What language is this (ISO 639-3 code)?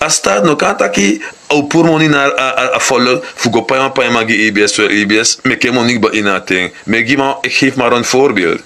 srn